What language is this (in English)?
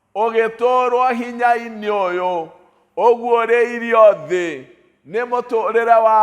Kikuyu